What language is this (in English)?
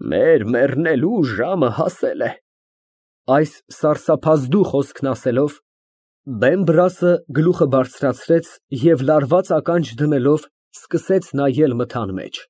Armenian